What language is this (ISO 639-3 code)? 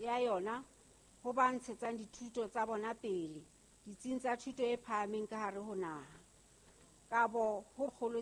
sot